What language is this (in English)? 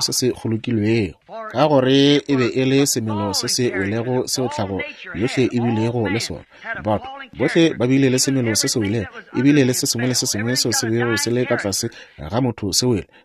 Northern Sotho